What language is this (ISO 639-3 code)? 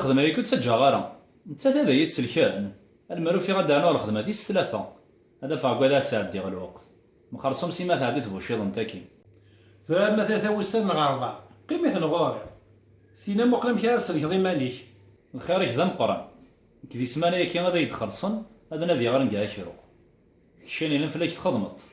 kab